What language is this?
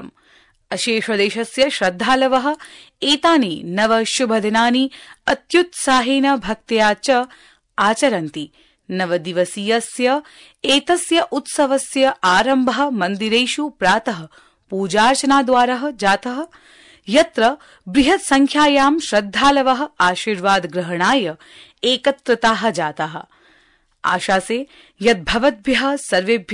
Sanskrit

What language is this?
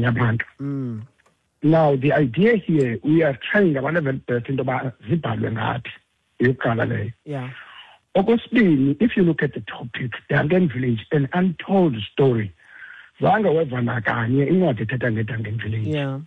Xhosa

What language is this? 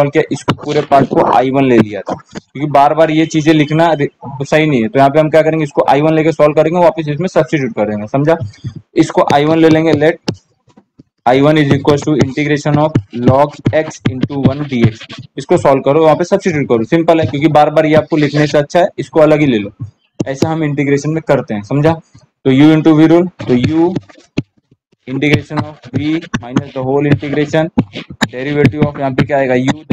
Hindi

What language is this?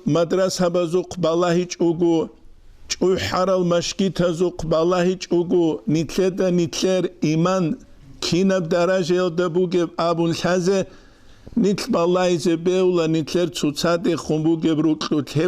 Avaric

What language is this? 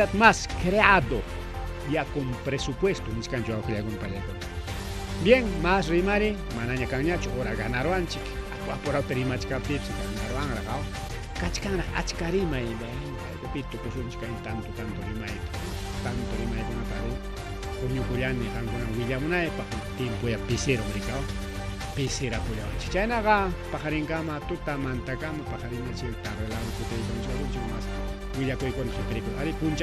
Ayacucho Quechua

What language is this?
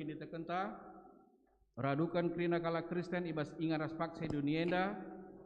Batak Karo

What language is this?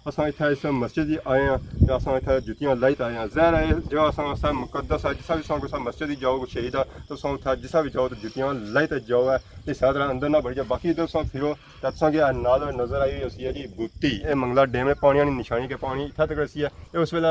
Pahari-Potwari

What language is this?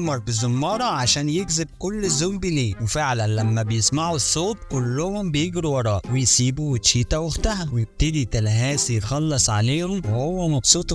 Egyptian Arabic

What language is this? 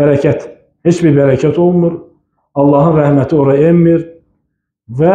Azerbaijani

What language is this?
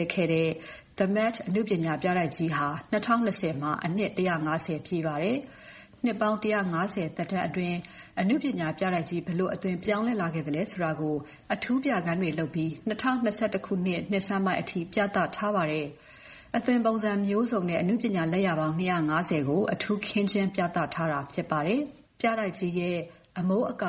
Burmese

